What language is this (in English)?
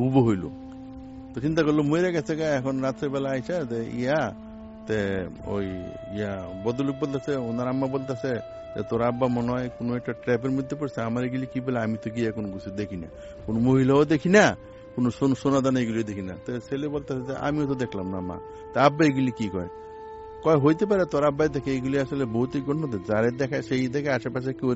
Bangla